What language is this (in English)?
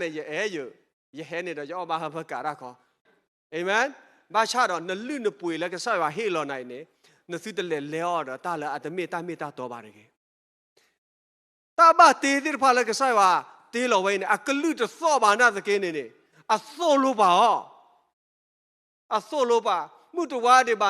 S'gaw Karen